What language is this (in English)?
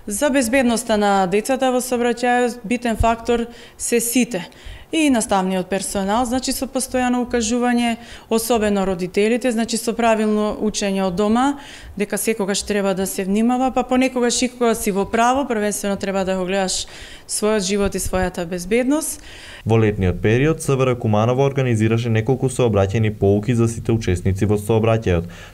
Macedonian